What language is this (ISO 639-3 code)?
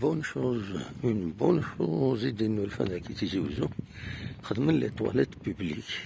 kab